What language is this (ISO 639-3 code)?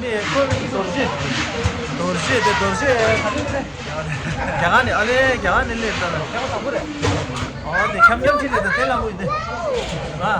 bod